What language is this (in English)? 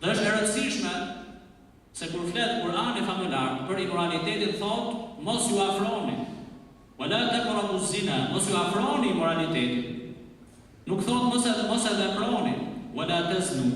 Albanian